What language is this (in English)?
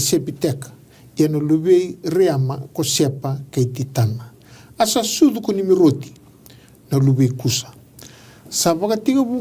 Fijian